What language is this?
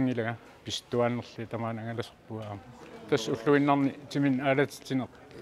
Kalaallisut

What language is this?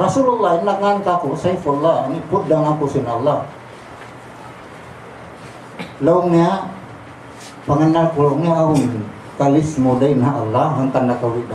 Tausug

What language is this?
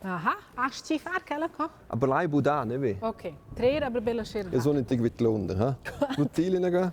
Romansh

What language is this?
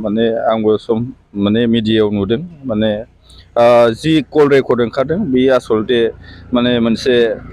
Bodo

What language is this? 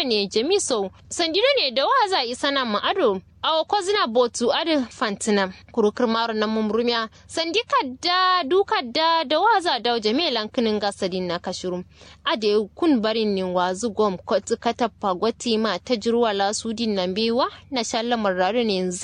Kanuri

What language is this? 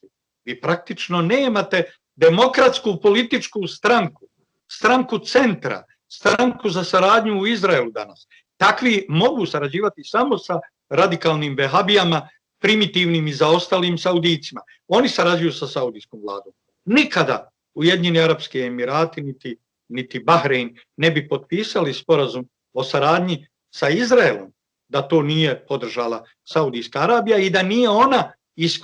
Bosnian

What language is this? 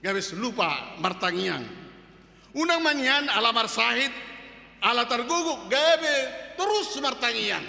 Batak Toba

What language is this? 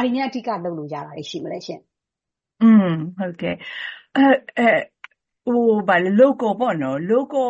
Burmese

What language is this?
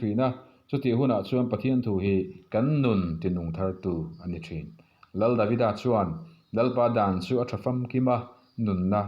Mizo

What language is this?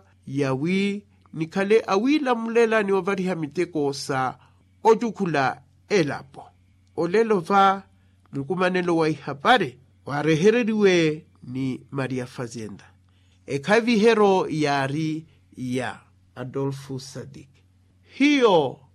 Makhuwa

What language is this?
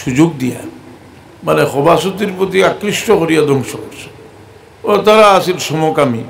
Sylheti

